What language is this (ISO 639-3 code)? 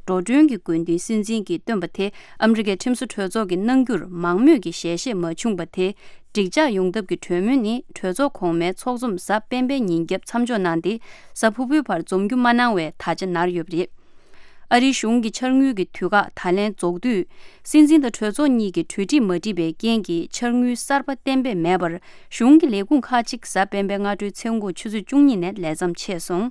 bod